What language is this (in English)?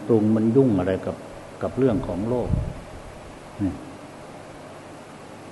Thai